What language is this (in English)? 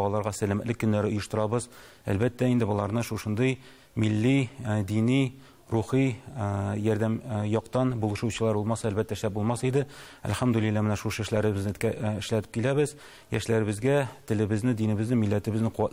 Tatar